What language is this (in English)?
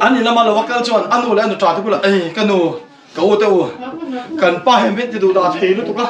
Mizo